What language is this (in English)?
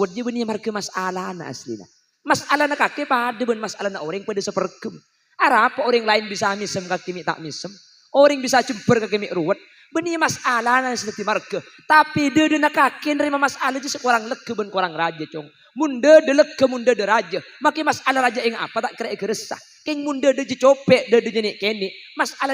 Madurese